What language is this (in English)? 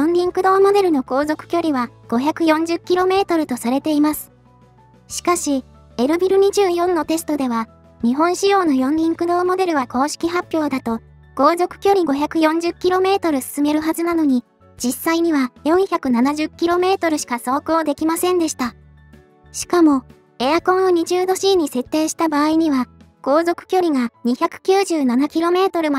Japanese